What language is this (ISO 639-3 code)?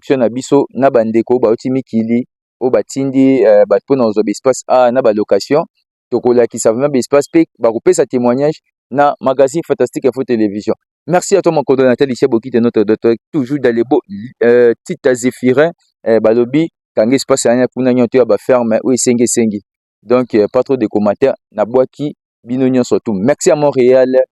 lin